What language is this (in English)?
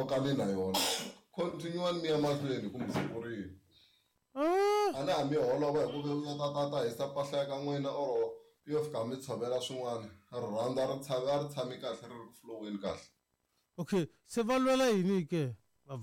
Tsonga